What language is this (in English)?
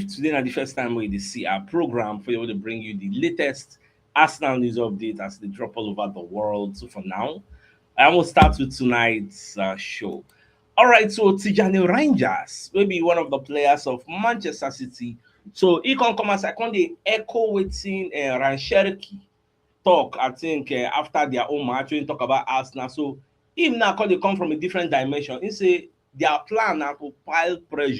Nigerian Pidgin